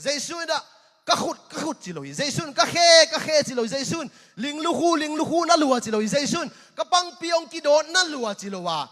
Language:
Tedim Chin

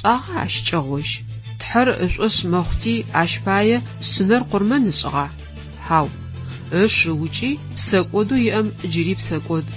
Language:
Adyghe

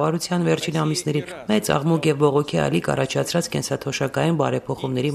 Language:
Armenian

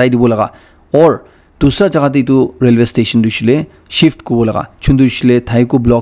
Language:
Naga Pidgin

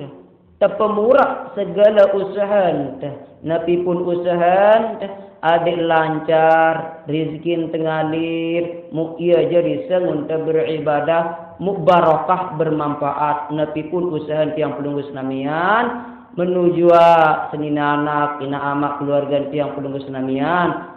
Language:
Sasak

